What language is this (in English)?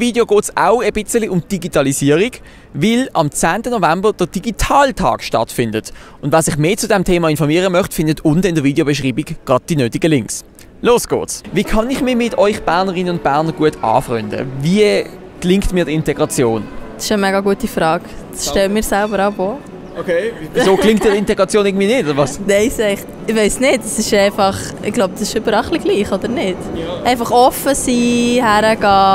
Swiss German